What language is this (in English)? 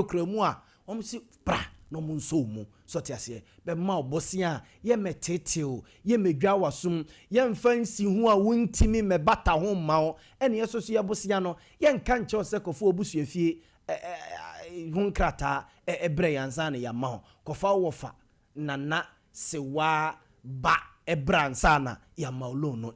Akan